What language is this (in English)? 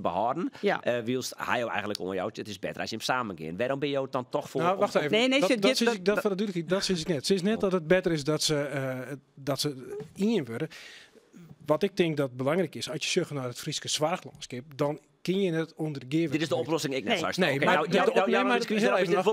Western Frisian